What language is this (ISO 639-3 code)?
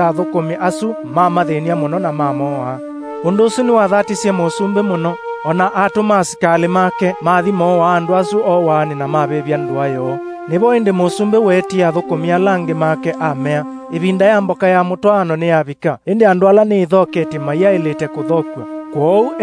kam